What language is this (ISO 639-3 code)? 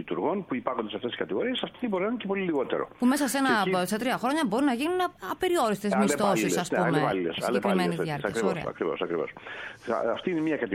ell